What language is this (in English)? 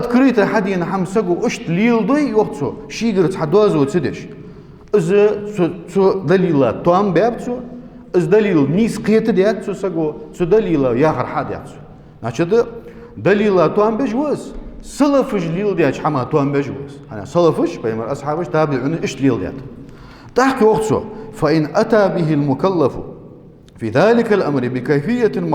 Ingush